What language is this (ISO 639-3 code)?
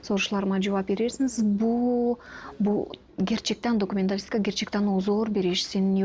gag